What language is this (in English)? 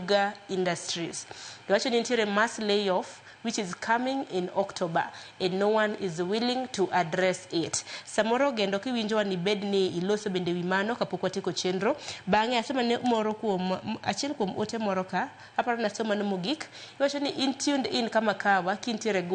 Luo (Kenya and Tanzania)